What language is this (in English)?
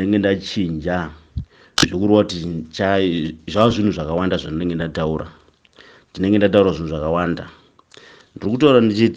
Shona